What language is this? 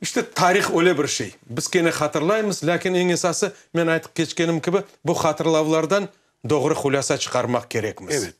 Crimean Tatar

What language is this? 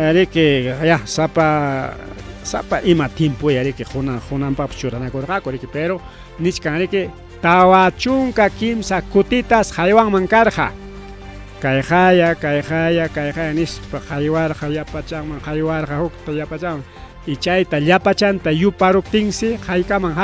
Ayacucho Quechua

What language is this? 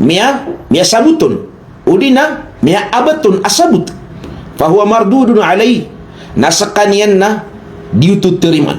Maranao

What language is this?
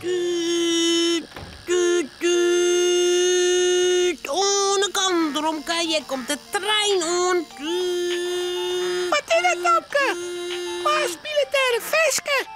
Western Frisian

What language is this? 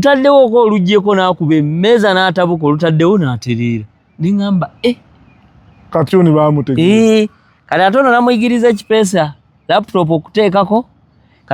Ganda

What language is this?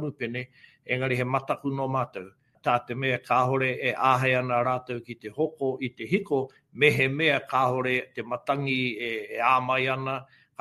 Māori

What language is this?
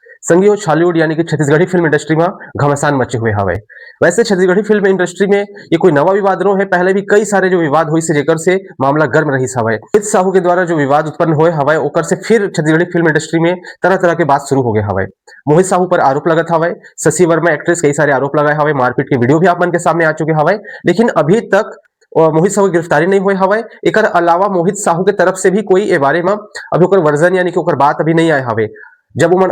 Chhattisgarhi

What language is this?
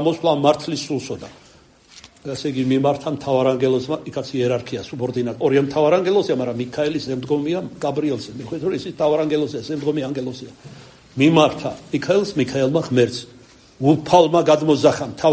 Georgian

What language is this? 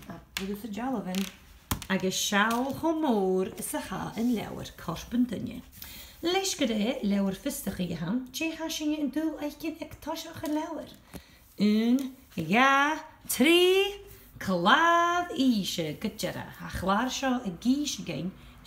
Scottish Gaelic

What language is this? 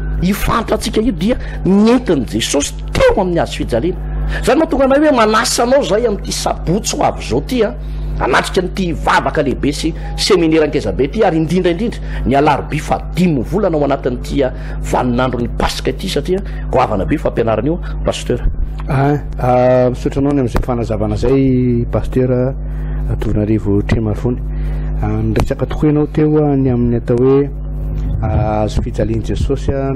Malagasy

